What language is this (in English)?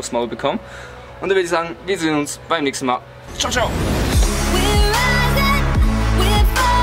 Swiss German